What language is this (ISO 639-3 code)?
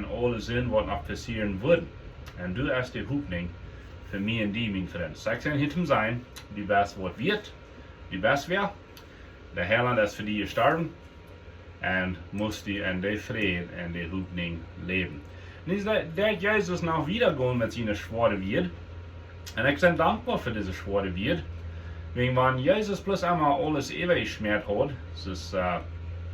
pdt